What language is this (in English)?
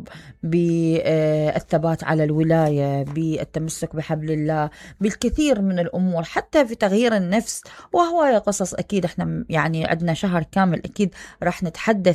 Mesopotamian Arabic